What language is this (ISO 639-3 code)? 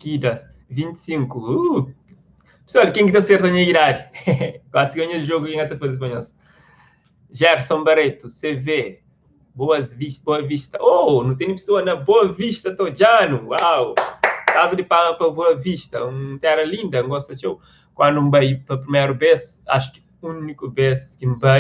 kea